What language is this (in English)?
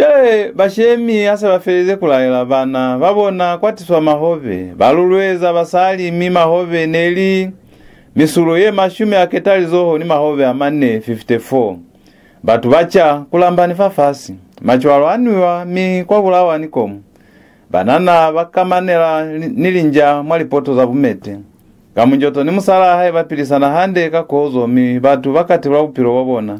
Lozi